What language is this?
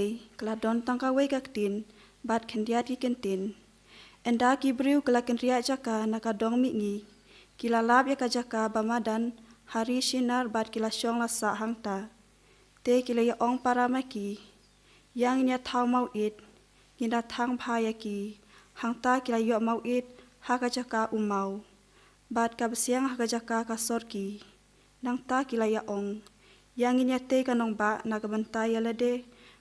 Khasi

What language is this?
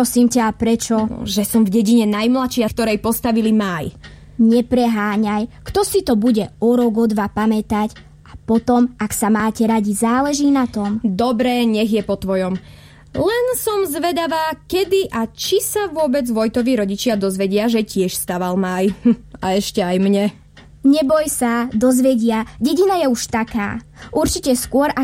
Slovak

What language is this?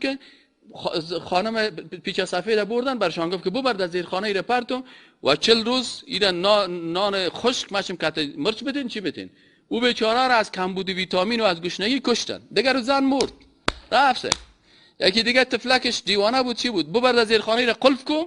Persian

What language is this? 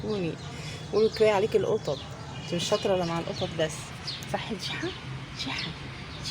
Egyptian Arabic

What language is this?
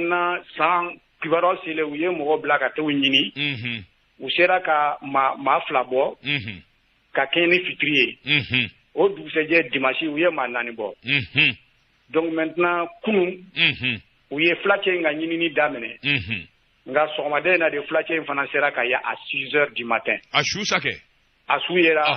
Bambara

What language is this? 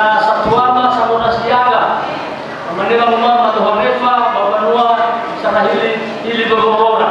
Nias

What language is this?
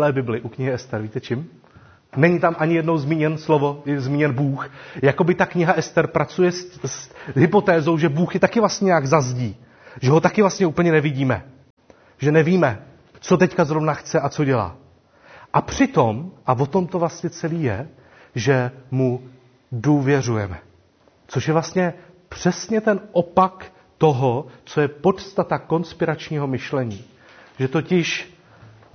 Czech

